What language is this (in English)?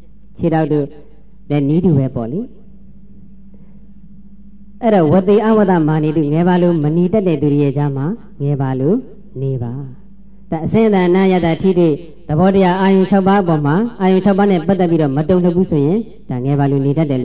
Burmese